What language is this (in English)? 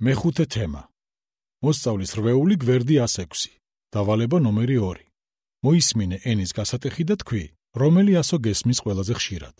Georgian